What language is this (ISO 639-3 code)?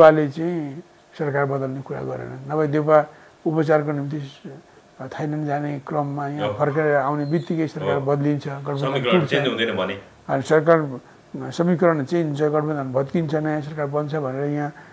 nep